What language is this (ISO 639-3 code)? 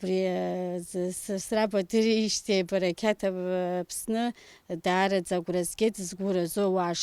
abk